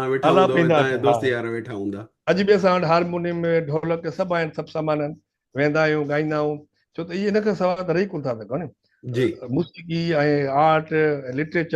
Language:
Sindhi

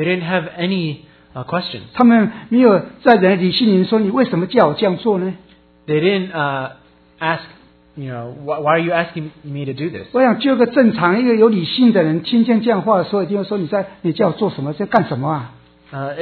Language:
Chinese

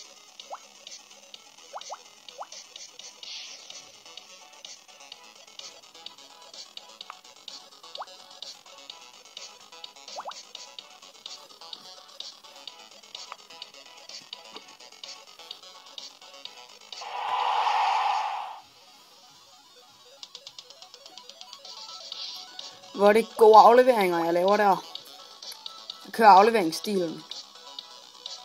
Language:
Danish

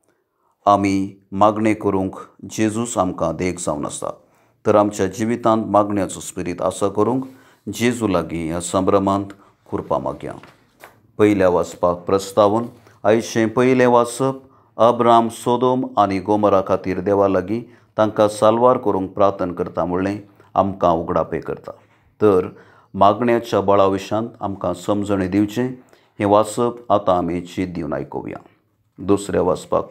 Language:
Konkani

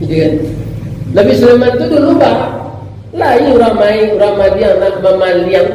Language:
Minangkabau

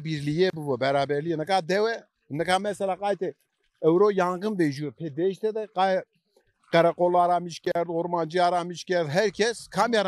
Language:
Zaza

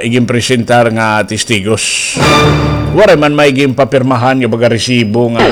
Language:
Waray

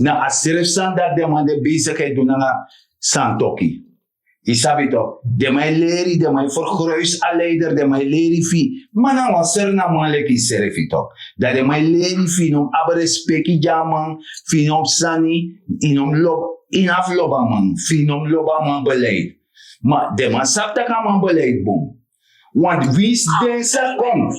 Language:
Sranan Tongo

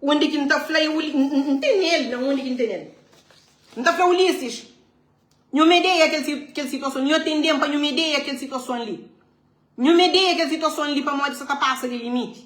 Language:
Kabuverdianu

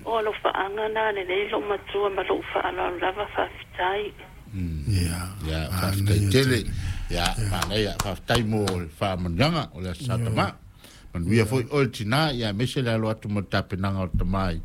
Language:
Samoan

